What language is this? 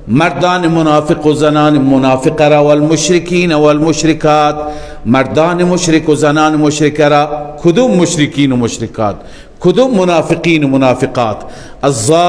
Persian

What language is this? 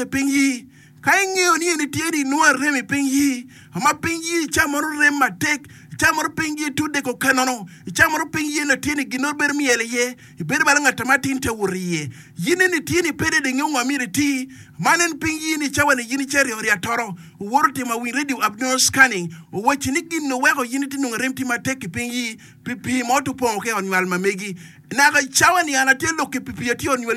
Acoli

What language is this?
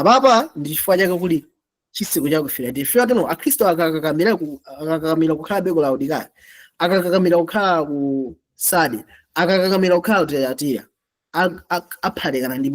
Nyanja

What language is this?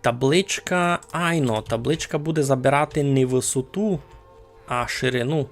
Rusyn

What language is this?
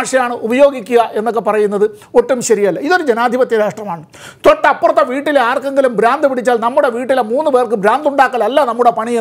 Malayalam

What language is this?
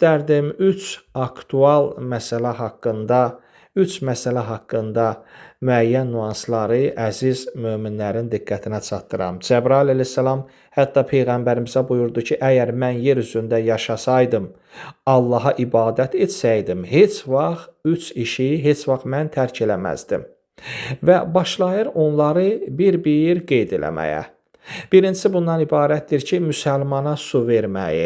Azerbaijani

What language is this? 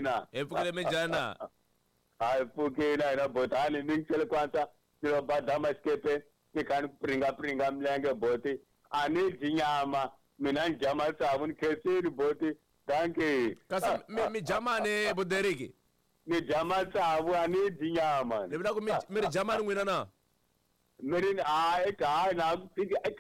Tsonga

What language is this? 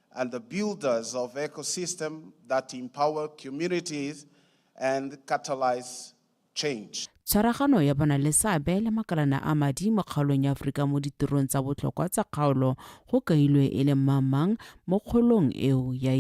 Tswana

